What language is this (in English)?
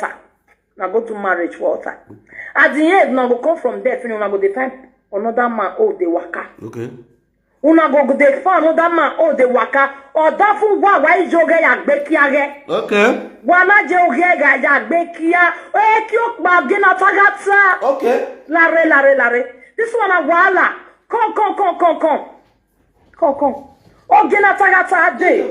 Nigerian Pidgin